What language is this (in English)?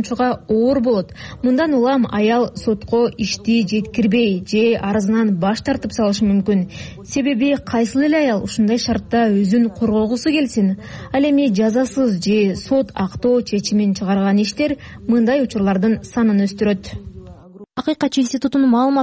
Kyrgyz